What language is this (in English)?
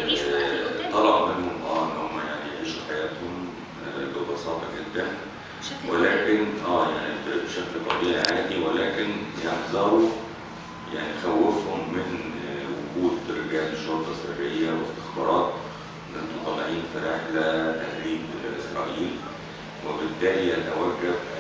Egyptian Arabic